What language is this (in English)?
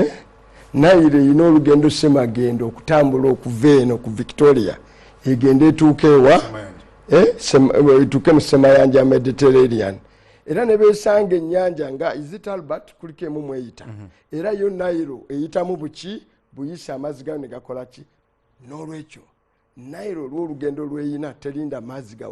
Ganda